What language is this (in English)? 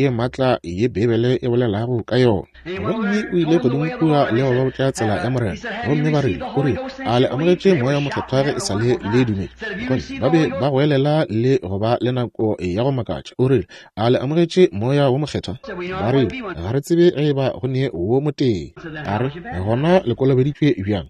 Northern Sotho